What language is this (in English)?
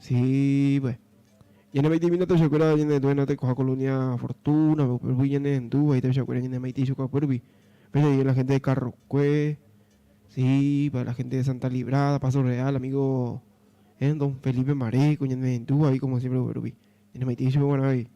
Guarani